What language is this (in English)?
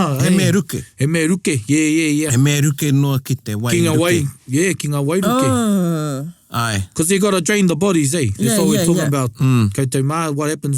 Māori